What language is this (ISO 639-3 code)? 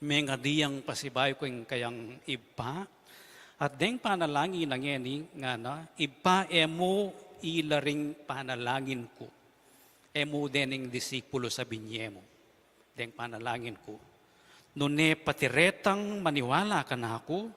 pam